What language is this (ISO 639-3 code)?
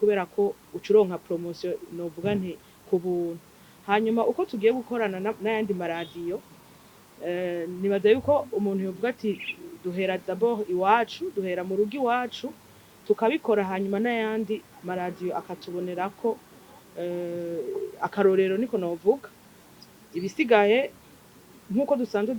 run